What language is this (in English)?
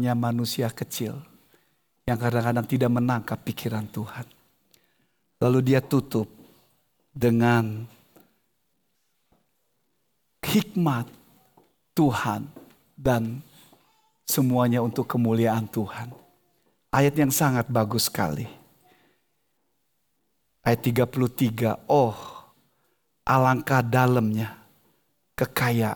Indonesian